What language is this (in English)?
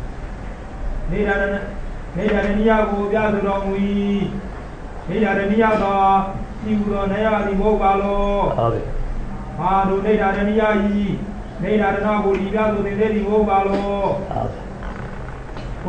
Burmese